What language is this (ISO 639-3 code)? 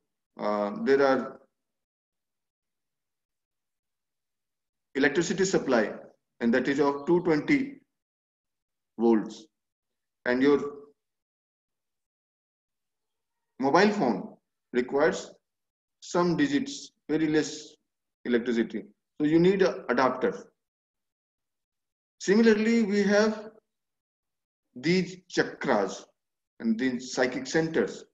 eng